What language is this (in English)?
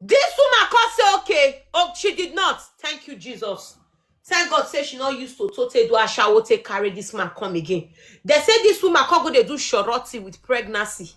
Nigerian Pidgin